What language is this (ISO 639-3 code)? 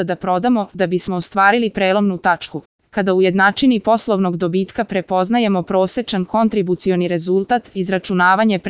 srp